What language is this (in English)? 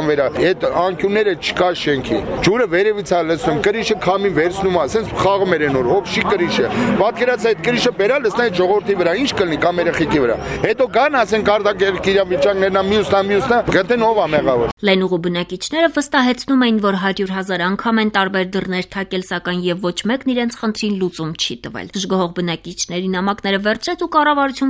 Armenian